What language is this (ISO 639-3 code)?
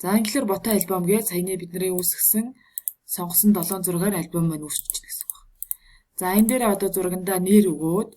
mon